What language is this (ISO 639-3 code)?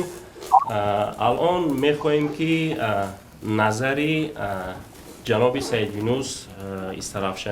tgk